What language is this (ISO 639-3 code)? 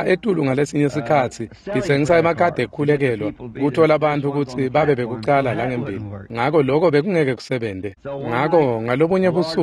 ssw